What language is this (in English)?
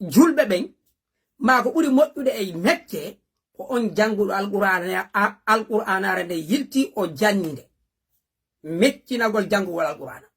Fula